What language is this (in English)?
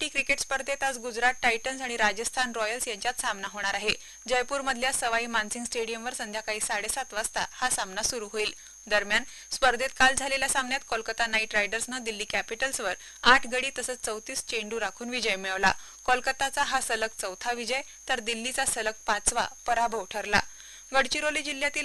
Marathi